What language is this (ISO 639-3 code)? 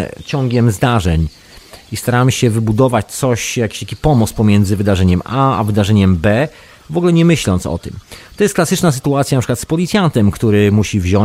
pol